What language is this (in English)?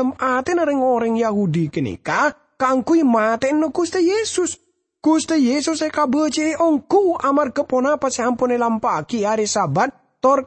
Madurese